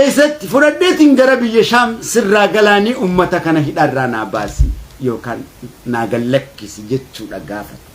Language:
Oromo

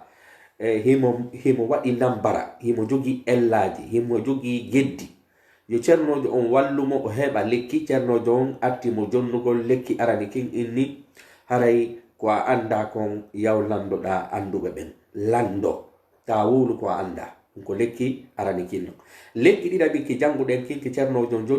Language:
Pular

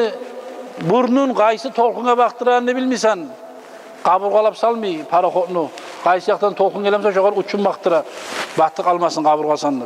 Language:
Kumyk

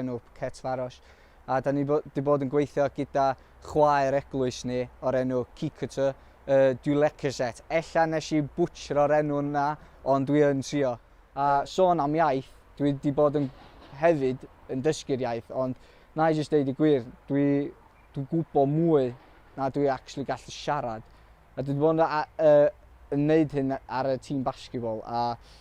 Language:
Welsh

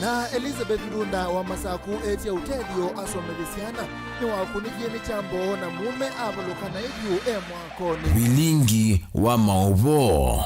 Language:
Kamba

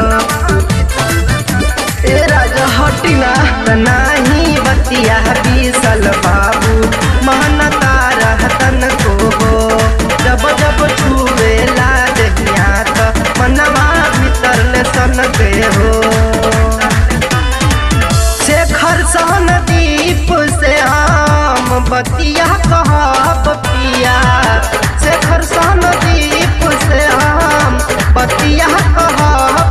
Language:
Bhojpuri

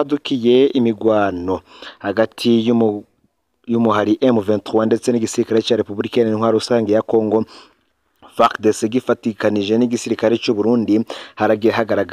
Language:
Rundi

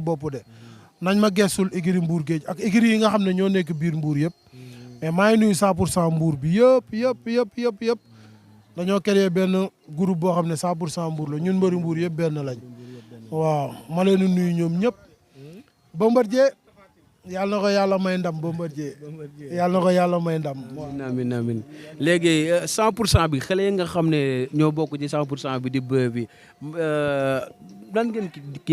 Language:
Wolof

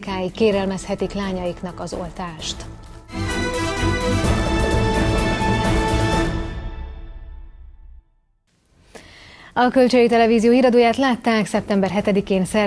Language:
Hungarian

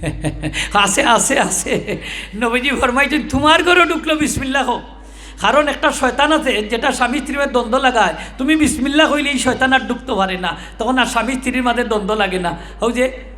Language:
Sylheti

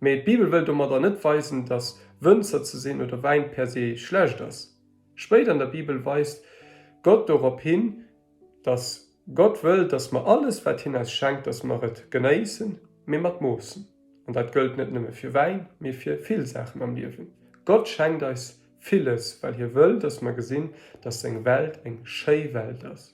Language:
Luxembourgish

